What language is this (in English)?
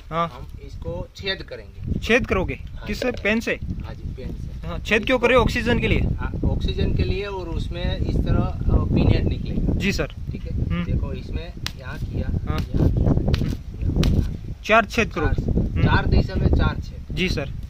Hindi